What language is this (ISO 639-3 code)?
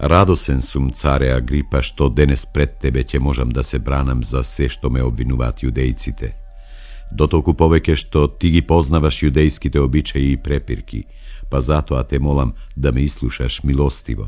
mkd